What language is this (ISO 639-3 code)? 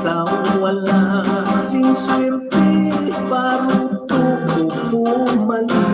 hil